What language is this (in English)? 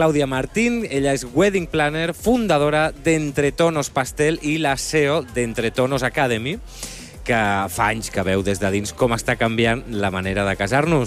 Catalan